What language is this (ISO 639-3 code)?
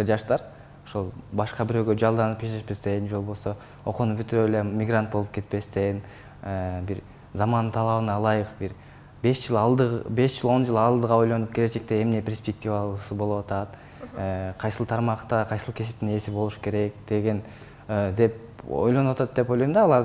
kir